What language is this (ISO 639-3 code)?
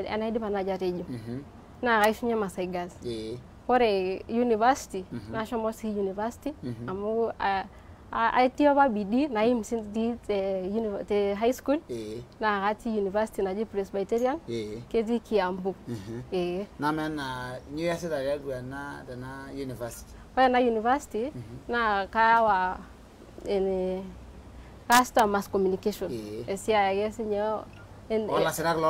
mas